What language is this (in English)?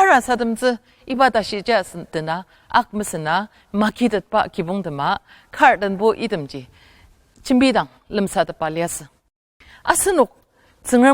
Ao Naga